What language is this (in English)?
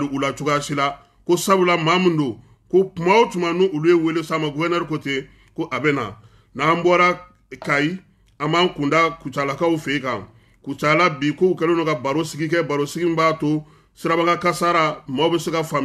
Bambara